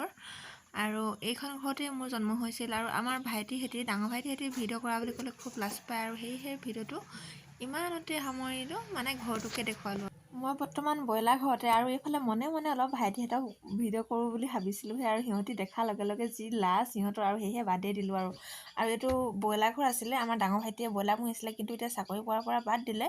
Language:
Assamese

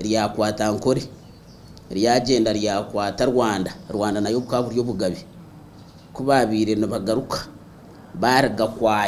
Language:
Nyankole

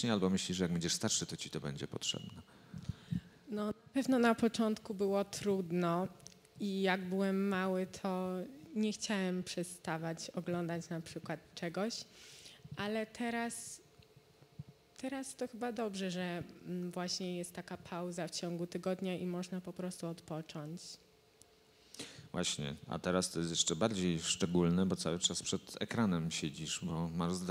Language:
Polish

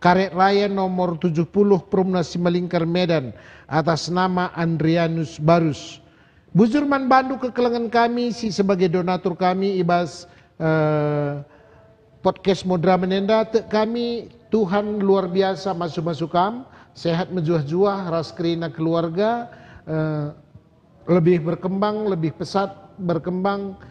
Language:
Batak Karo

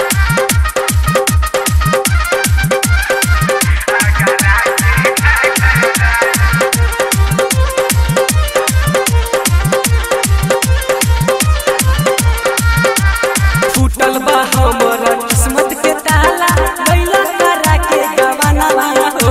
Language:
Bhojpuri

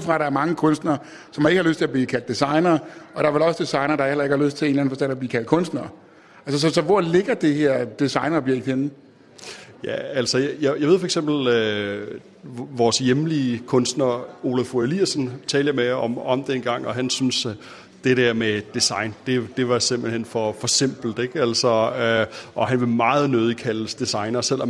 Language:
Danish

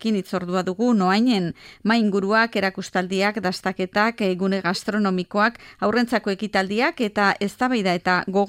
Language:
Basque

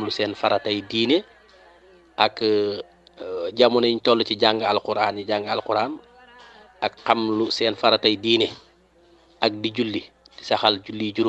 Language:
Wolof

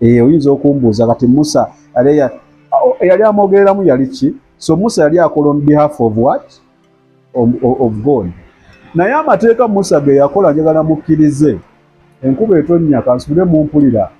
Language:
Ganda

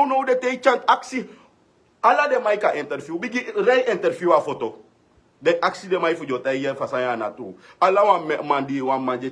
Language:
Sranan Tongo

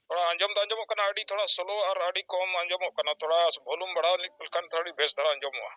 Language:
Santali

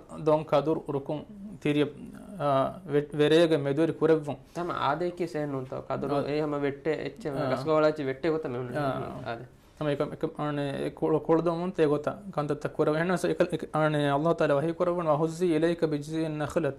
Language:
Divehi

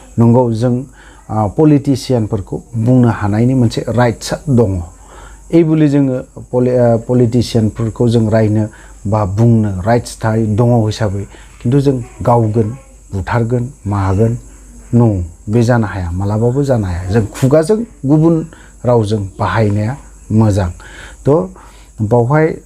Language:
Bodo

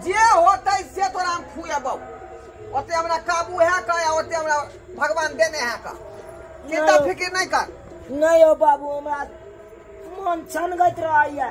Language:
Maithili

